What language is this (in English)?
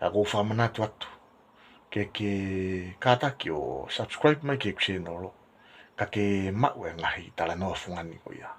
Tongan